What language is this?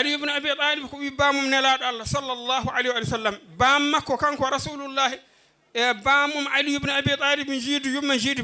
Fula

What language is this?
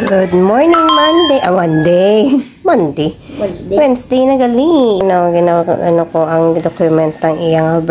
Hiligaynon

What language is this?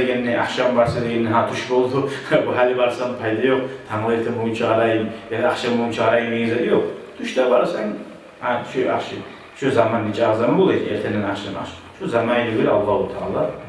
Kumyk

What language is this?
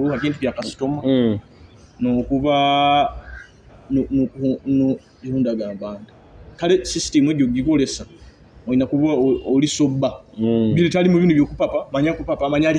Nyoro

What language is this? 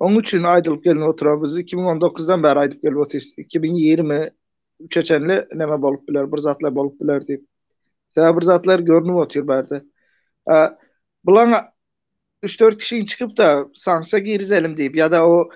Turkmen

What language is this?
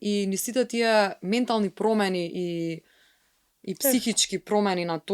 Macedonian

